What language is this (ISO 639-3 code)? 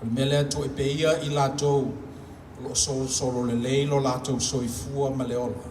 smo